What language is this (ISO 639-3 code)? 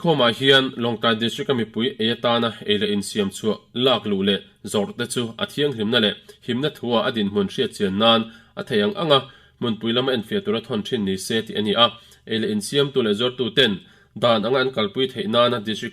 lus